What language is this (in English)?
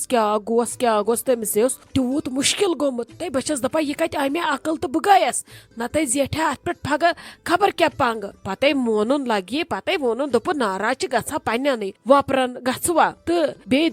Kashmiri